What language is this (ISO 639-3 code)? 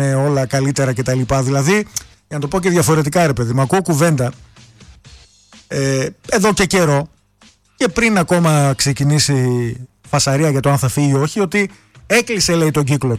ell